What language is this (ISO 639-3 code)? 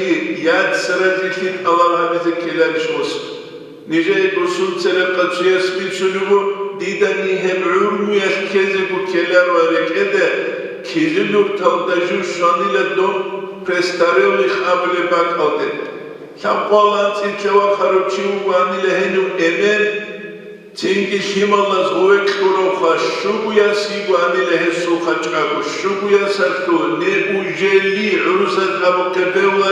ava